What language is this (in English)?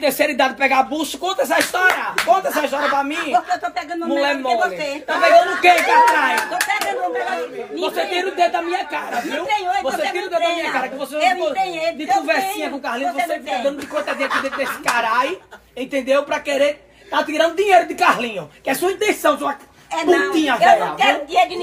Portuguese